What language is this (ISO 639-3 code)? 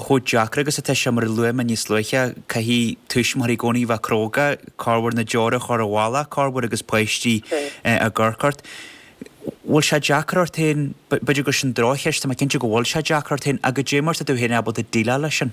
gle